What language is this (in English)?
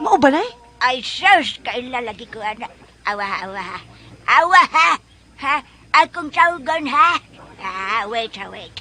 Cebuano